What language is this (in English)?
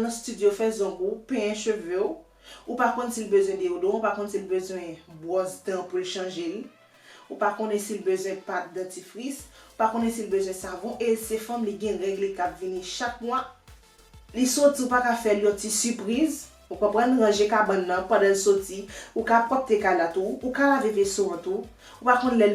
Haitian Creole